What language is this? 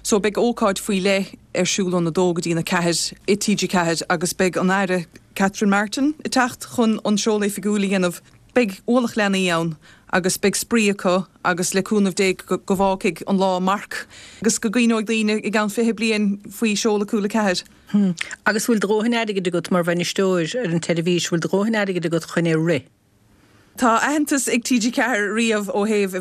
Irish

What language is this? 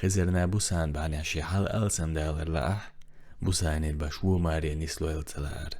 Chechen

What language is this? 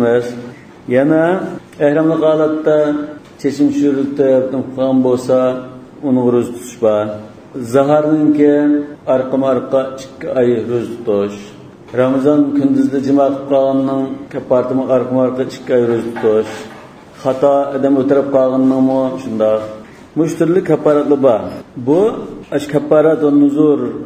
Uyghur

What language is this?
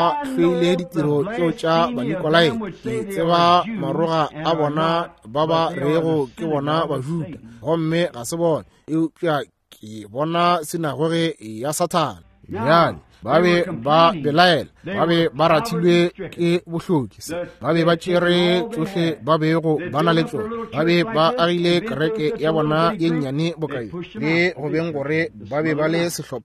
Northern Sotho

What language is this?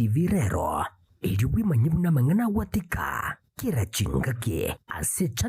Gusii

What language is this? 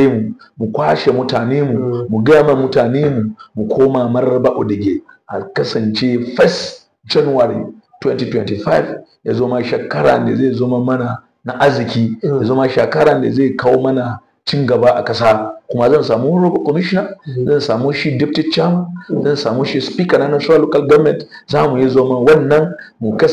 Hausa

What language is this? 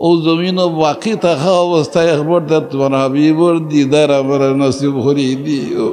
Sylheti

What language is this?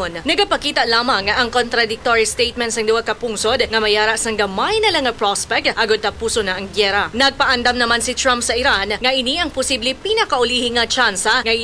Hiligaynon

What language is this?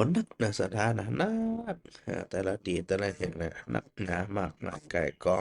Northern Thai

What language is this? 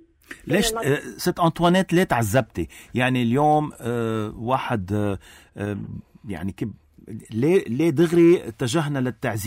North Levantine Arabic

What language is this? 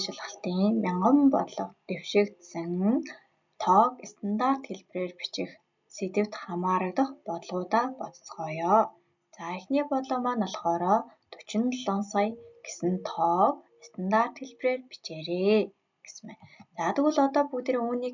Mongolian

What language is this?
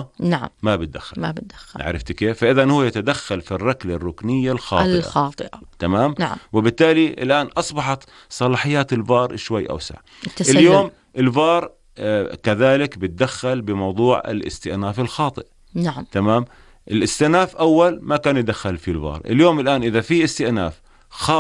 North Levantine Arabic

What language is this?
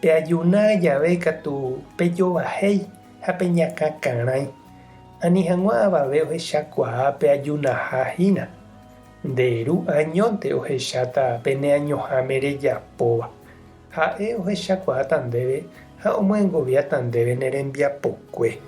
Guarani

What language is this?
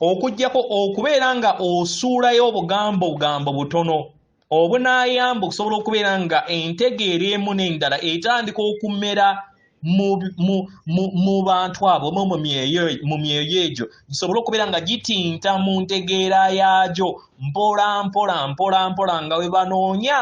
Ganda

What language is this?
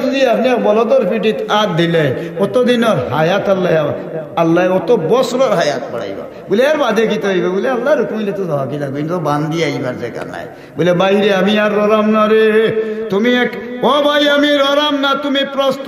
Sylheti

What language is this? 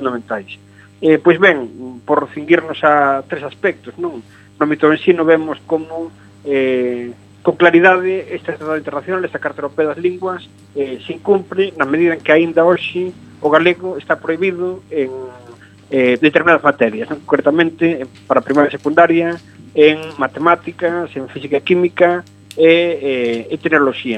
Galician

